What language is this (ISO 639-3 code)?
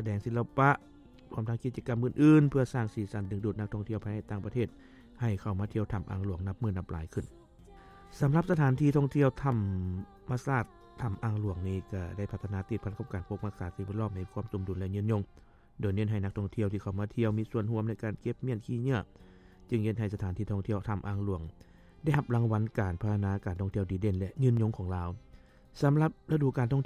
lao